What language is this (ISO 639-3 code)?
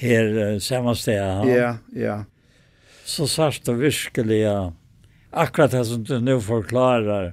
fao